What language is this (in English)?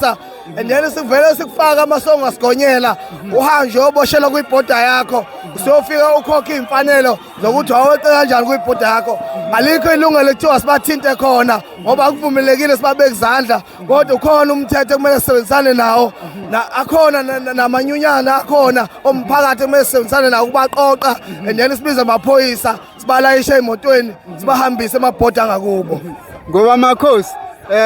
Zulu